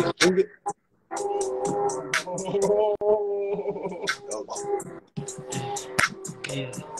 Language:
Korean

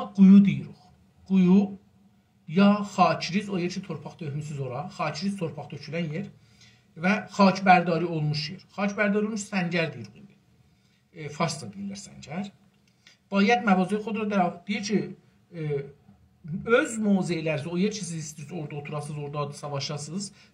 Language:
South Azerbaijani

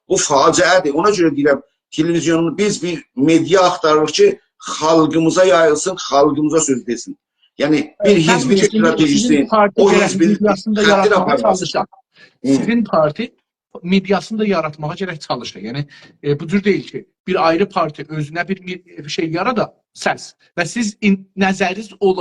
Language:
South Azerbaijani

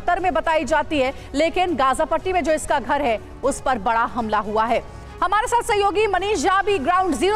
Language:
Hindi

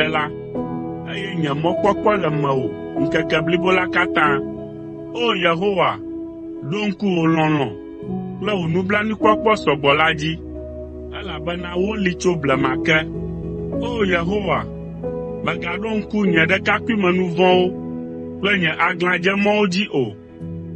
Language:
Ewe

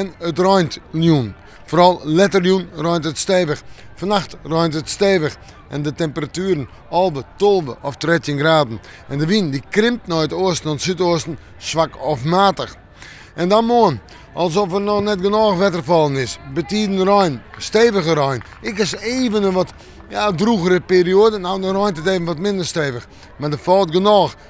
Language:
Western Frisian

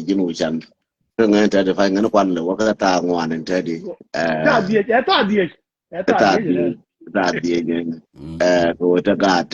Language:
Nuer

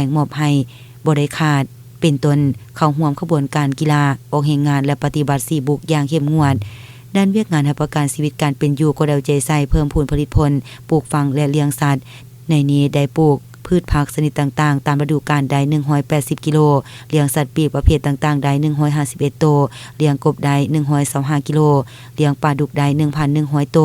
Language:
Lao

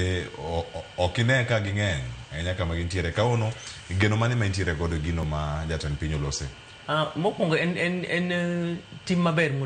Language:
Luo (Kenya and Tanzania)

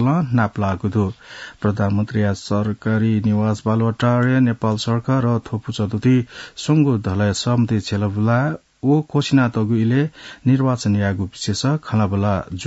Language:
Newari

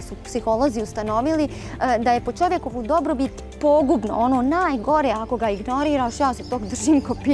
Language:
Croatian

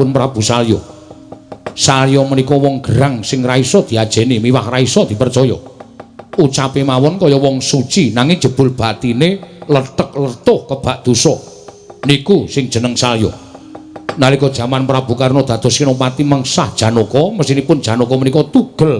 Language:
Javanese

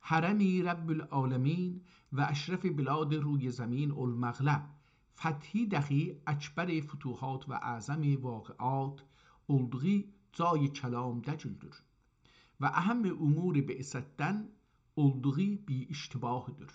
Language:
South Azerbaijani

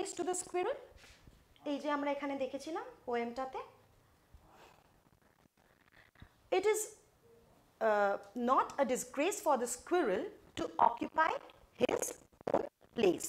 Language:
Bangla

